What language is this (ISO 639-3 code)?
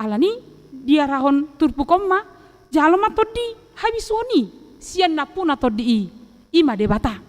bbc